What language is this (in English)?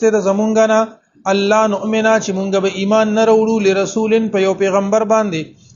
Pashto